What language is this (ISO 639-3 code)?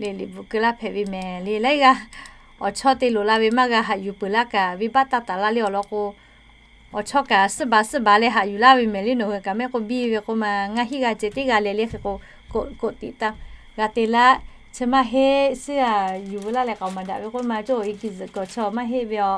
lhu